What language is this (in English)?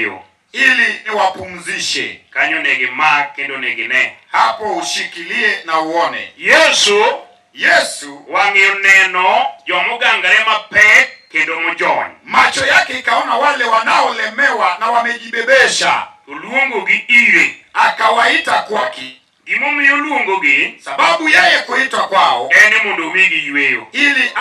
Luo (Kenya and Tanzania)